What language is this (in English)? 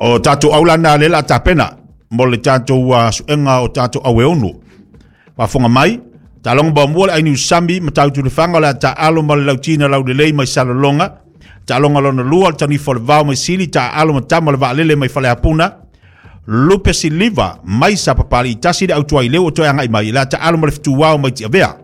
Samoan